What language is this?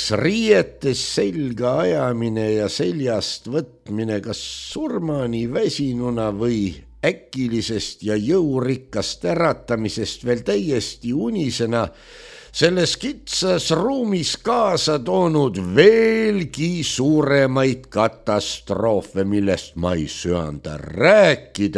Estonian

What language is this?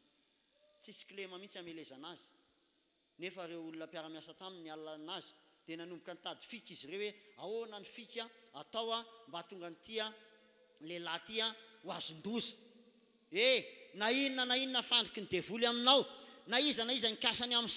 Malagasy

